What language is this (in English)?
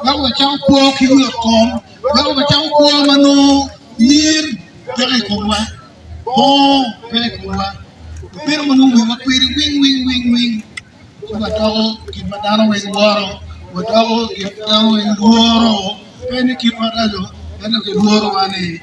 Acoli